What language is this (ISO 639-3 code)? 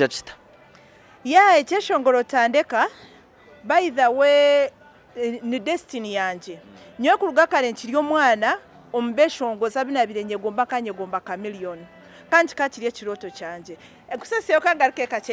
nyn